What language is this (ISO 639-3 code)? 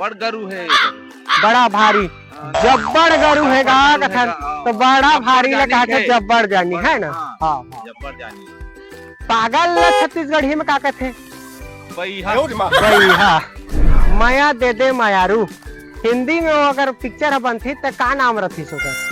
hne